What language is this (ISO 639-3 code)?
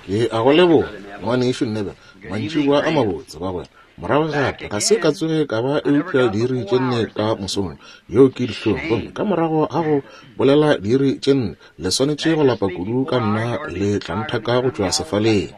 nso